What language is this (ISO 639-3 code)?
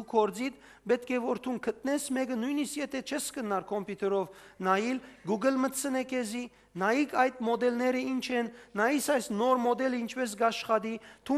hyw